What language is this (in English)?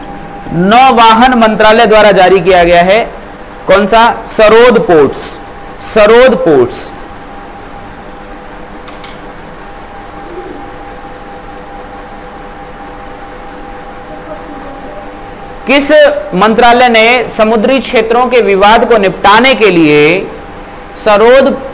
Hindi